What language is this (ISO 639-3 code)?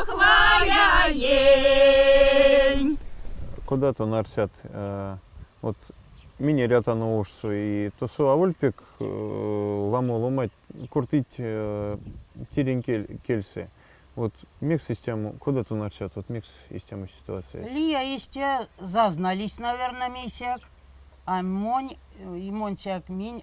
myv